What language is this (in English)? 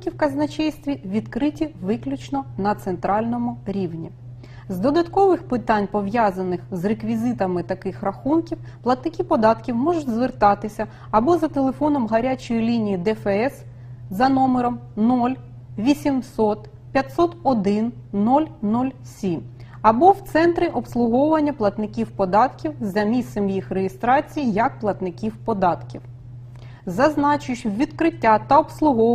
Ukrainian